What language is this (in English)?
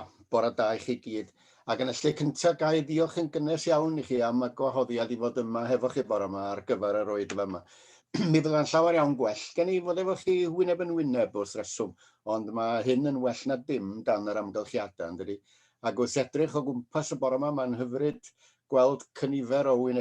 Welsh